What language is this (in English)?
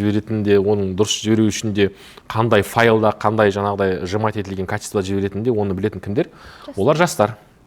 Kazakh